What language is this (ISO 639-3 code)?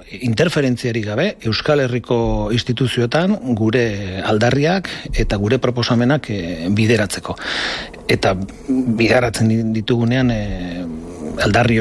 eus